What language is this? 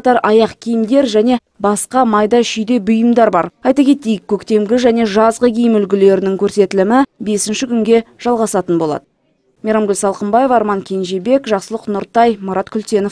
Kazakh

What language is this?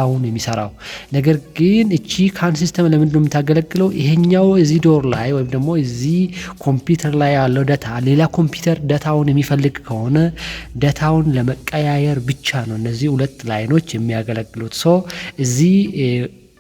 Amharic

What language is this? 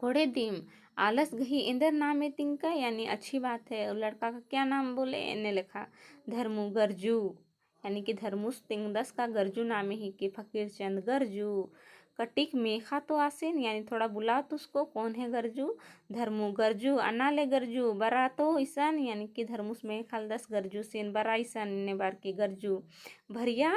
Kurukh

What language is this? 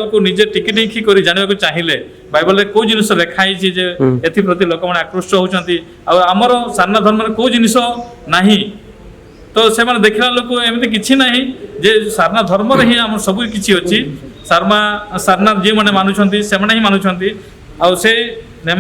Santali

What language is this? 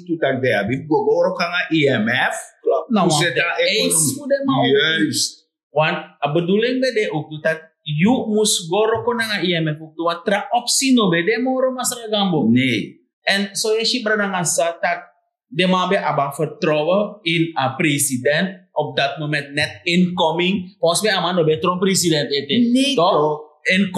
Sranan Tongo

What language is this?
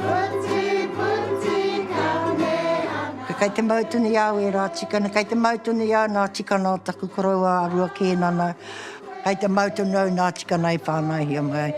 Māori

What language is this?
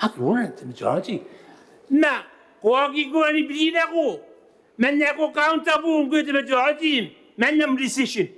Gilbertese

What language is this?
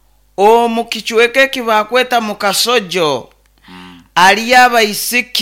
Nyoro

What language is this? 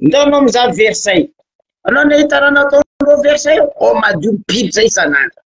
Malagasy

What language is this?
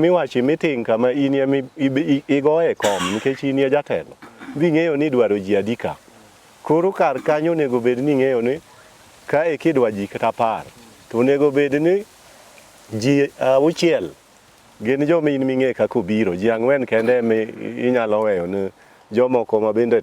Luo (Kenya and Tanzania)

